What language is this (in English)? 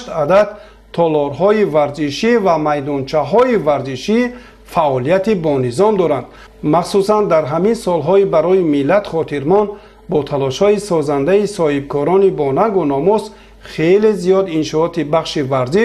Tajik